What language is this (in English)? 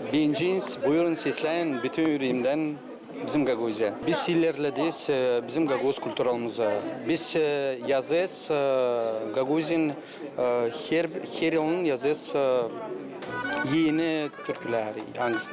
Gagauz